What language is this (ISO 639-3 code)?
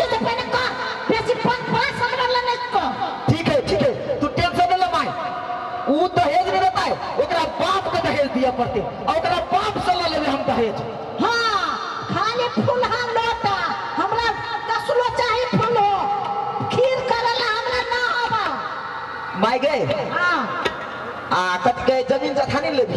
mai